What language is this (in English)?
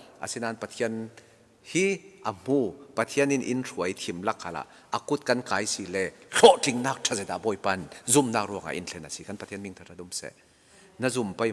Falam Chin